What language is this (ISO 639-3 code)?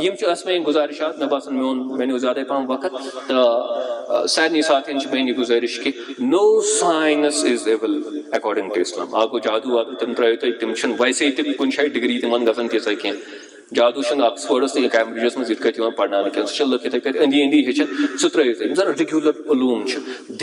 kas